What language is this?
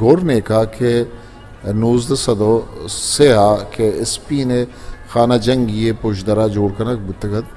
Eastern Balochi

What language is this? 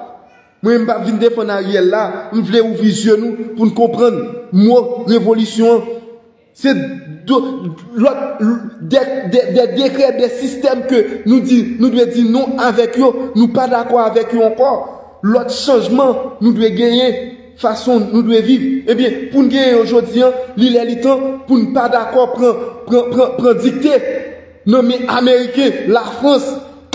Haitian Creole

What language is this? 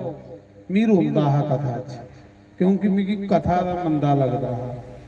Dogri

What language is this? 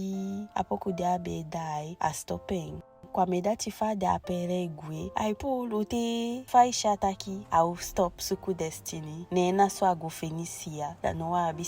Eastern Maroon Creole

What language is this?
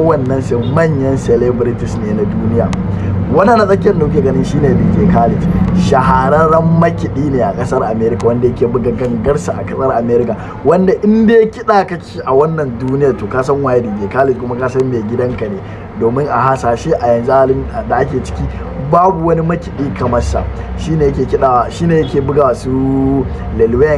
Hausa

